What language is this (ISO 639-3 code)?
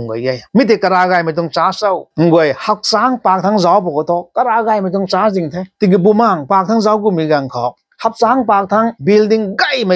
nbu